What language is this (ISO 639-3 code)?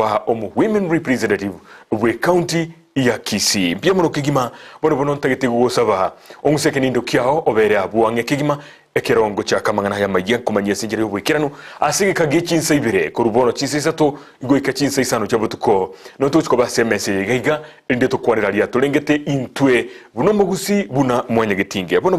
guz